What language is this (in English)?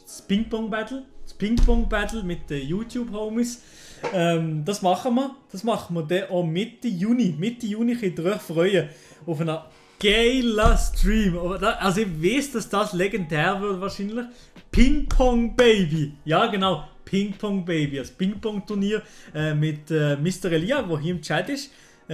Swiss German